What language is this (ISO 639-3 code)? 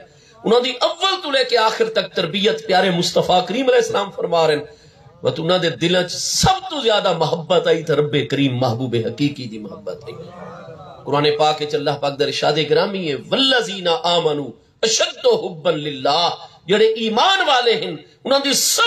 skr